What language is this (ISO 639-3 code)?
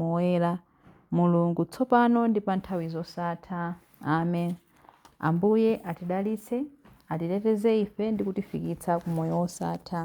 nya